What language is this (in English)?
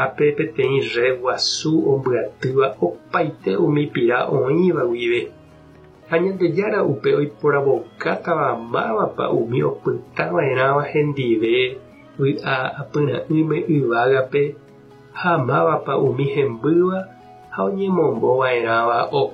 Guarani